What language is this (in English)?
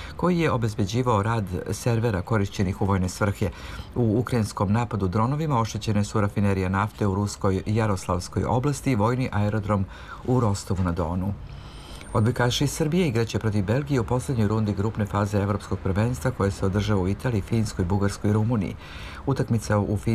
Serbian